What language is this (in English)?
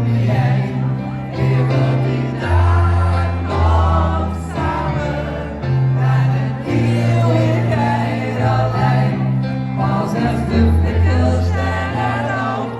Limburgish